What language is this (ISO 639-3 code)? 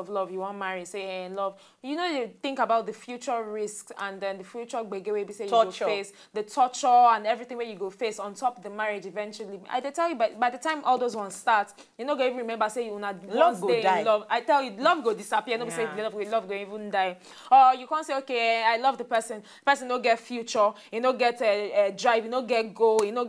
pcm